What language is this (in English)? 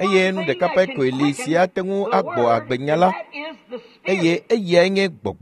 Ewe